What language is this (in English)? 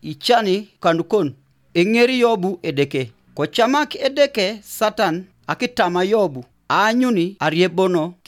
Teso